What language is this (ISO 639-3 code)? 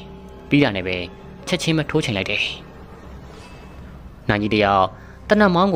mya